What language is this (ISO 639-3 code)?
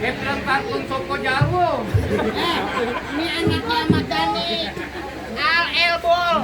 bew